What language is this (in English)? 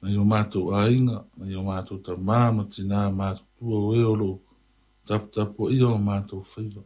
Samoan